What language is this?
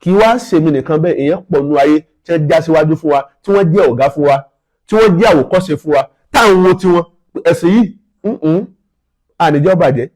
Yoruba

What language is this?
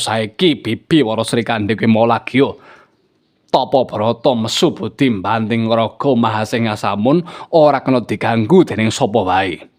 Javanese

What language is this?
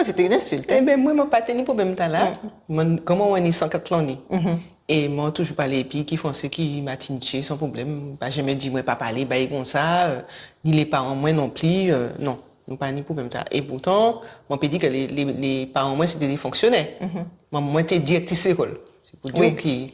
Guadeloupean Creole French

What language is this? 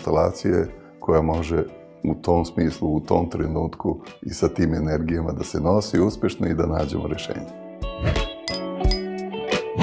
Serbian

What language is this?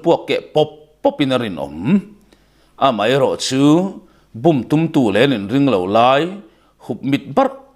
Mizo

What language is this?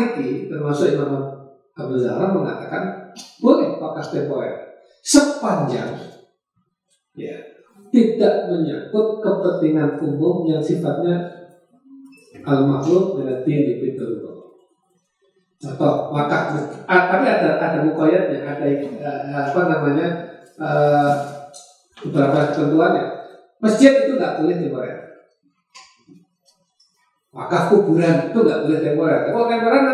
Indonesian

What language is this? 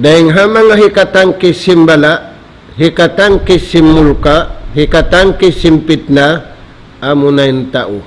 Tausug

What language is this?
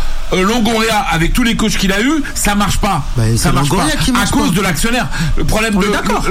French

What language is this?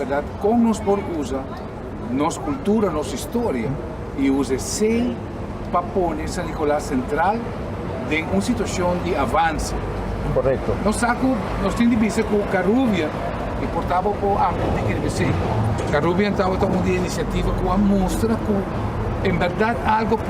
Papiamento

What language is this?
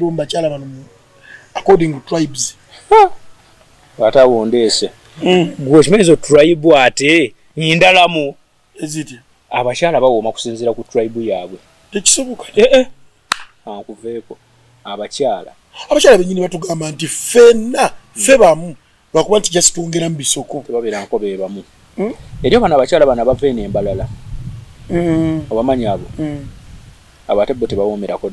Ganda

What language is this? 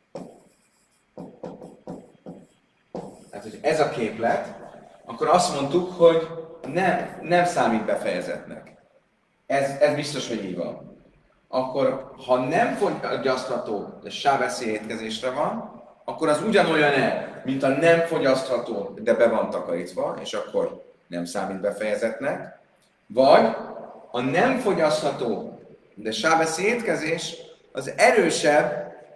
Hungarian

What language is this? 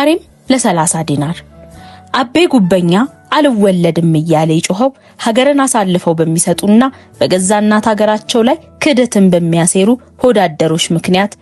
Amharic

